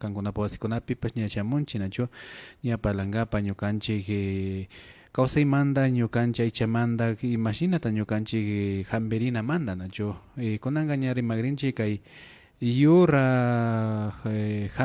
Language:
Imbabura Highland Quichua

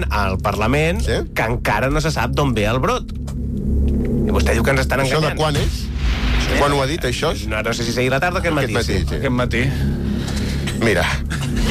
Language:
Catalan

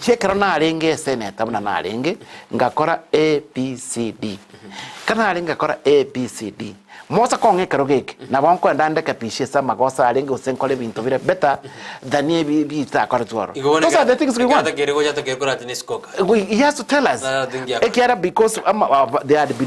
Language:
Gusii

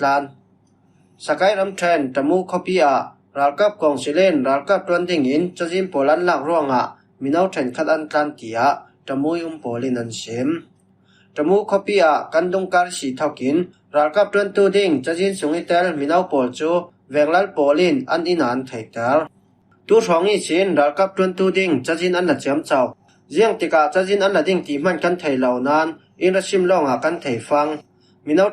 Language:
Falam Chin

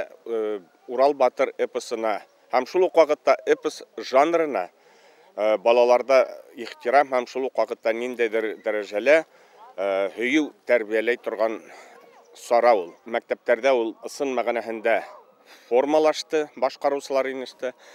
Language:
Bashkir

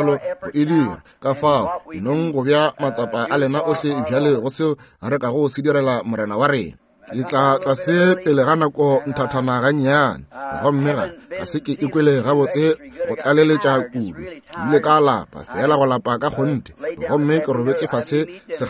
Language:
Northern Sotho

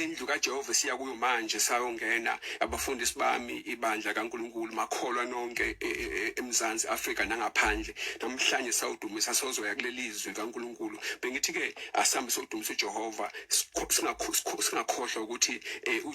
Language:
Zulu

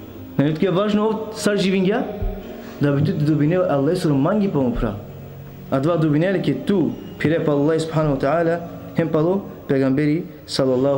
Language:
Balkan Romani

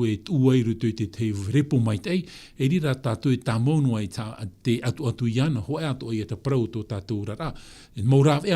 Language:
Tahitian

